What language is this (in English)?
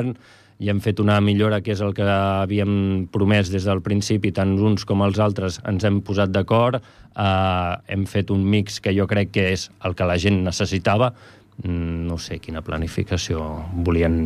Catalan